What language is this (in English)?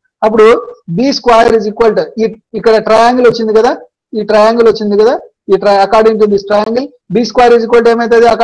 Telugu